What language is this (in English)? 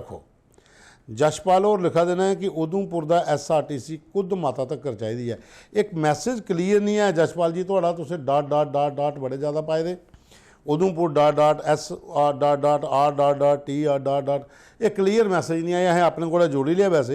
Dogri